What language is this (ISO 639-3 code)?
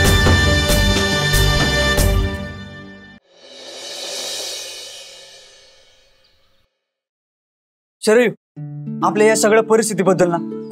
mar